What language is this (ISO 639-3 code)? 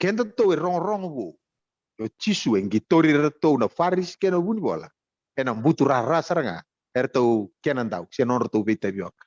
fij